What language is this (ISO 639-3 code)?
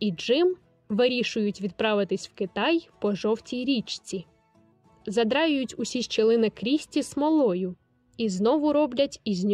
ukr